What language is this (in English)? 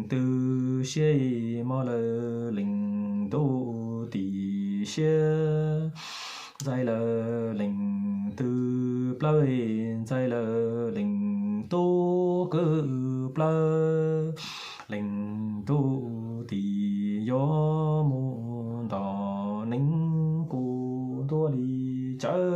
Hmong